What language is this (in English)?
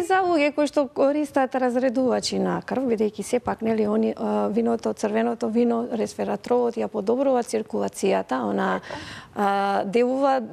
Macedonian